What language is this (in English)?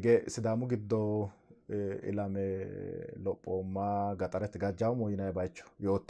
Sidamo